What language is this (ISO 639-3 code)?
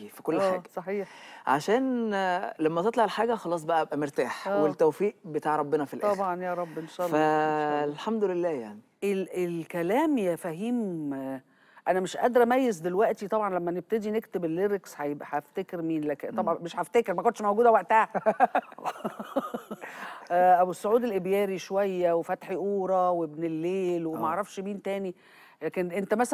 arz